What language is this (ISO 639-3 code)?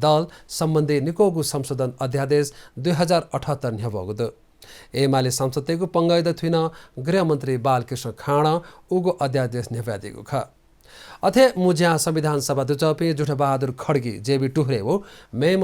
new